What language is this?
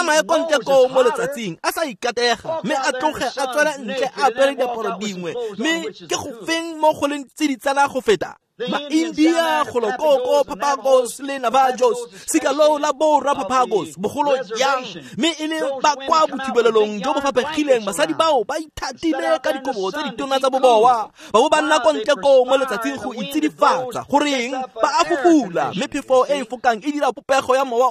Tswana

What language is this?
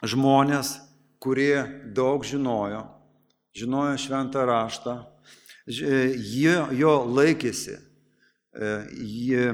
Lithuanian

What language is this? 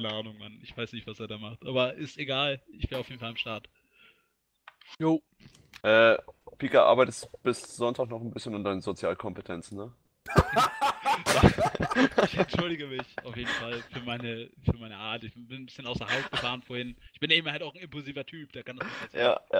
German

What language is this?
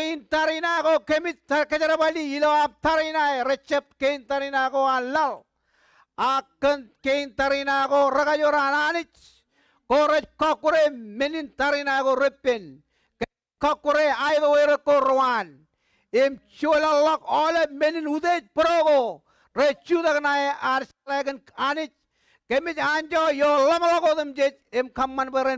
Marshallese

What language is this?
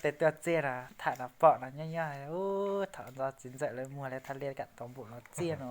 Hmong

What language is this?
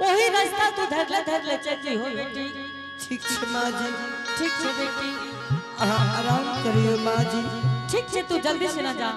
Angika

